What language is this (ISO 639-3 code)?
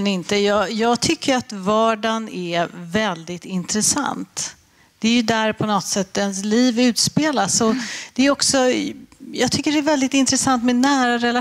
swe